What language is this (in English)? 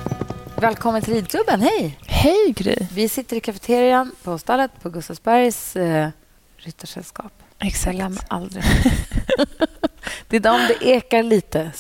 Swedish